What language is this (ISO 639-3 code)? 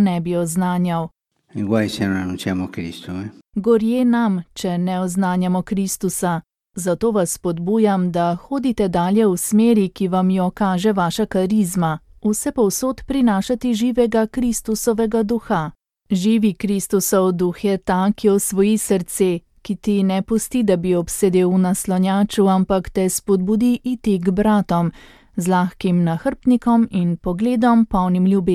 slv